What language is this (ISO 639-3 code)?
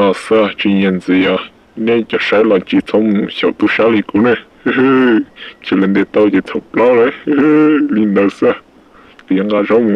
hmn